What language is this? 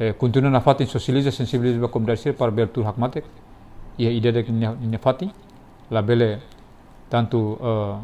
Tetum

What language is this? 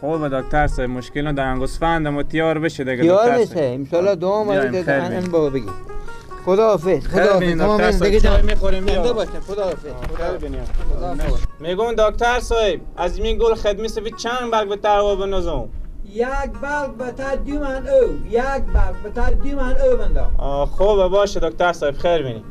Persian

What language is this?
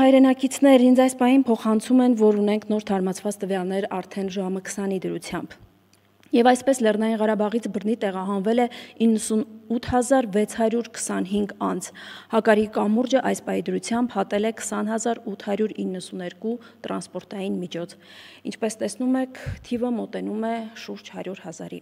Armenian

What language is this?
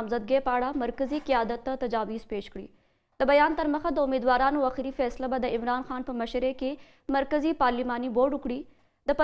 Pashto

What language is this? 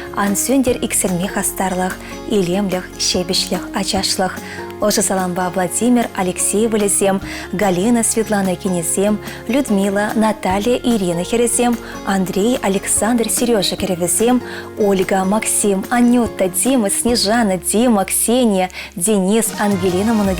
Chuvash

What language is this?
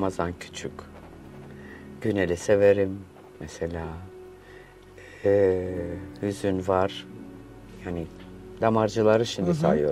Turkish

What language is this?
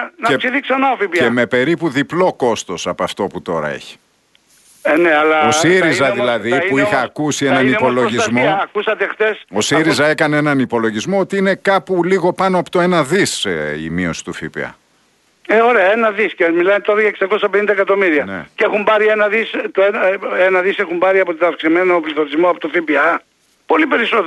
Greek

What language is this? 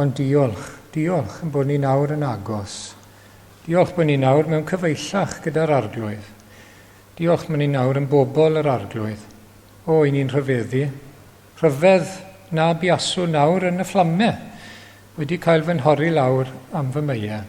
Welsh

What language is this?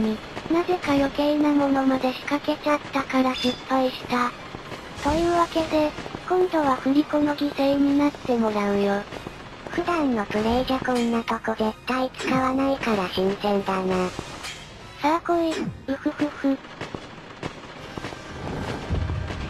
Japanese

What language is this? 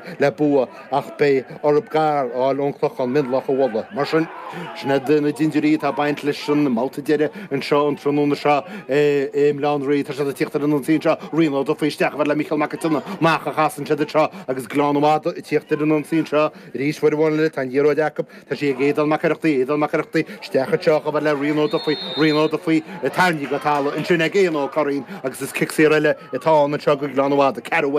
Irish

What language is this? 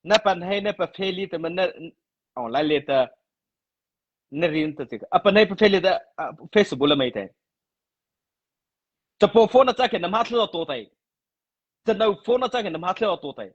Mara Chin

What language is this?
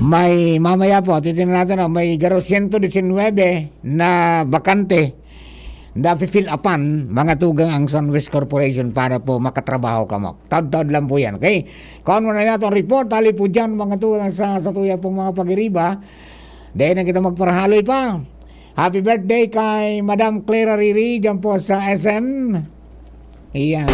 Bikol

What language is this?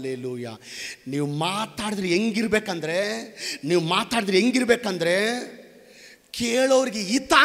Kannada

